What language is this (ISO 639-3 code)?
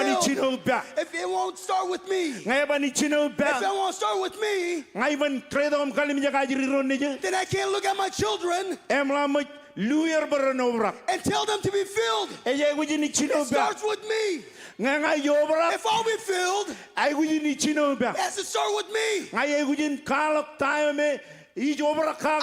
mah